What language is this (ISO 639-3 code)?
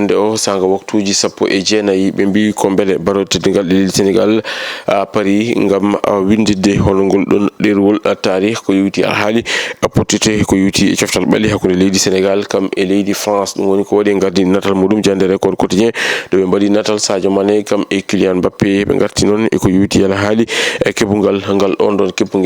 ful